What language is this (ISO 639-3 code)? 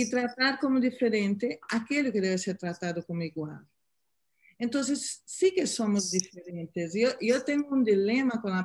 spa